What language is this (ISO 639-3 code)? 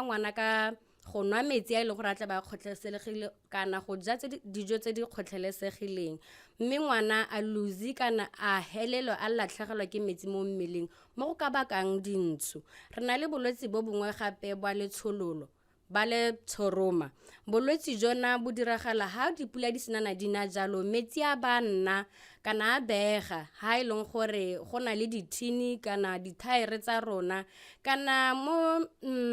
tsn